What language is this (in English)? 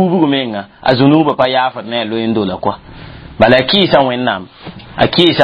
Mossi